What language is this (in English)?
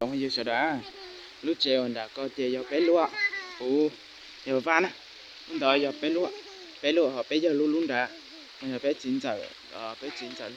Hmong